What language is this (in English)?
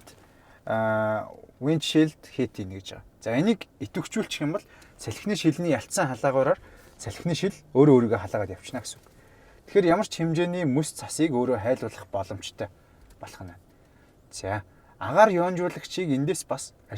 Mongolian